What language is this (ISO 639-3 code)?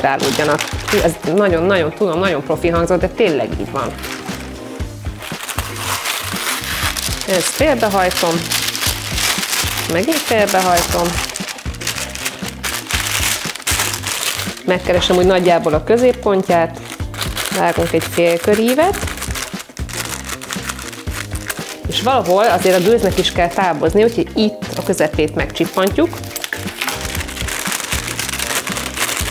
hun